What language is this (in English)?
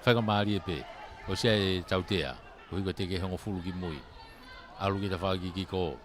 Tongan